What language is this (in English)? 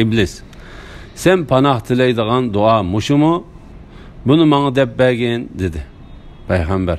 Uyghur